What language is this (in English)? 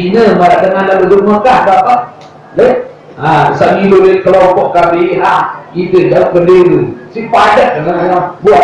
Sasak